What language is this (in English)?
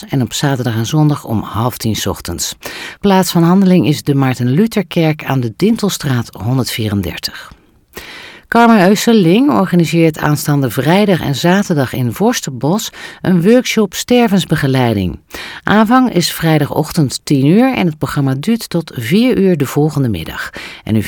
Dutch